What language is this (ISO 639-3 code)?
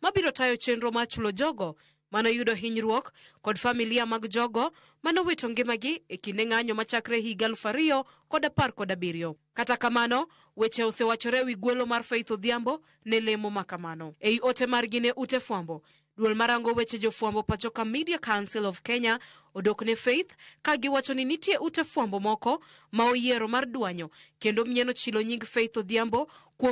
luo